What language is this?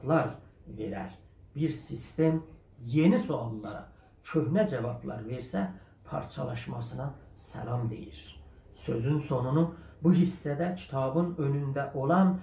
South Azerbaijani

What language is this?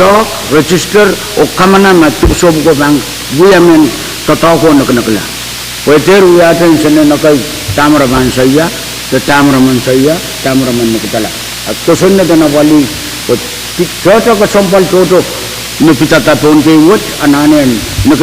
Pohnpeian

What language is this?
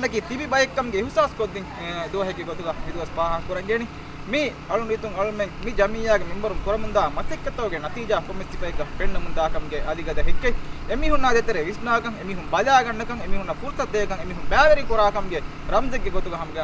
Divehi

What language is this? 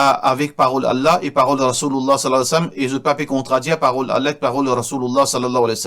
Morisyen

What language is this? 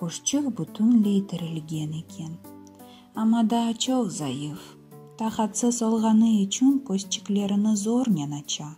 Crimean Tatar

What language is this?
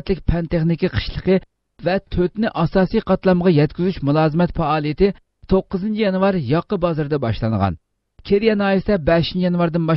Uyghur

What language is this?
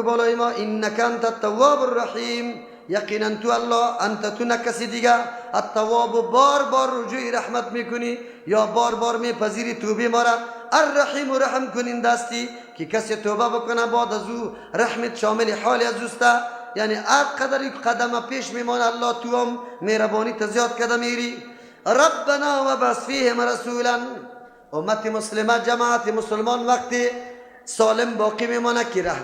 Persian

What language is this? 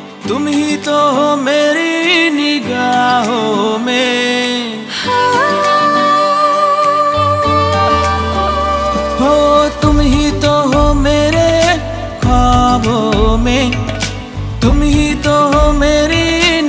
Hindi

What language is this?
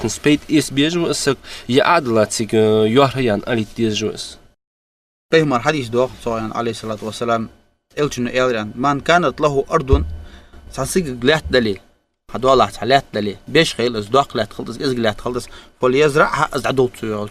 Ingush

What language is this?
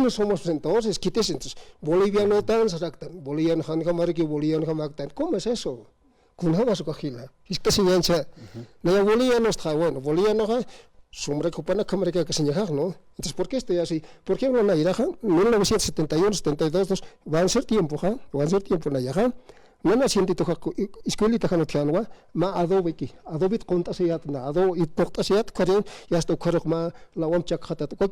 Aymara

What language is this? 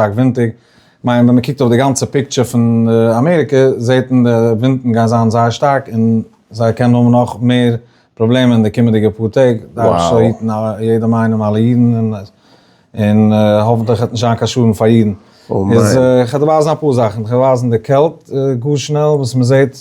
Yiddish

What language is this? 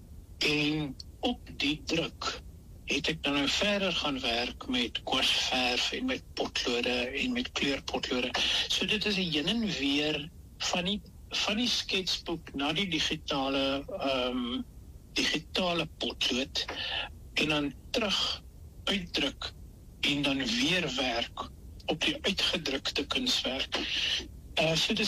Afrikaans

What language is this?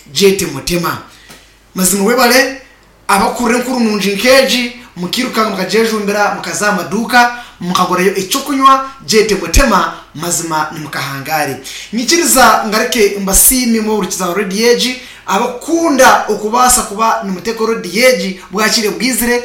Nyankole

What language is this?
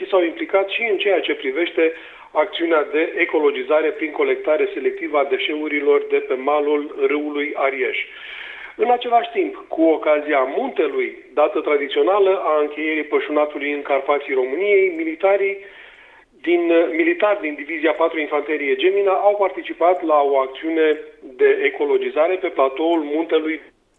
Romanian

